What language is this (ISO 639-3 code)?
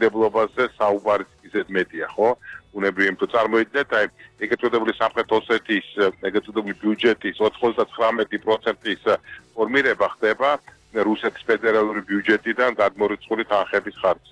kat